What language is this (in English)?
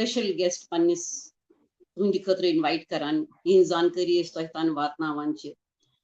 Kashmiri